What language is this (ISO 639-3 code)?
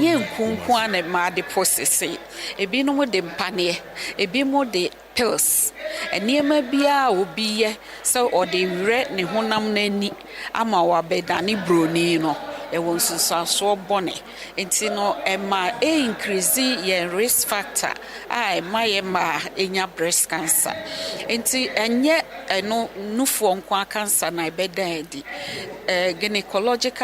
aka